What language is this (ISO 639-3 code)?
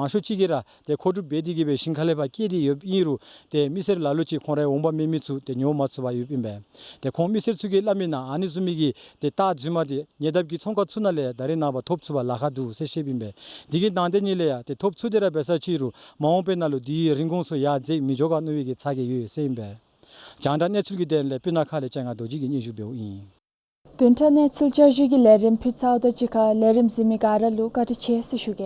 dzo